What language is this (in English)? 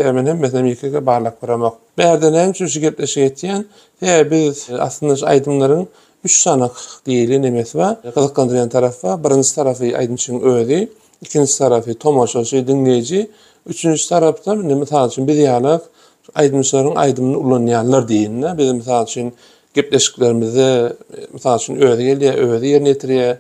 Turkmen